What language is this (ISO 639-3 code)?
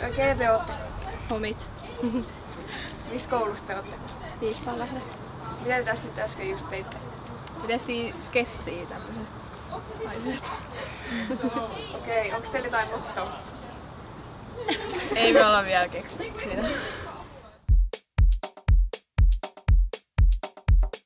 fin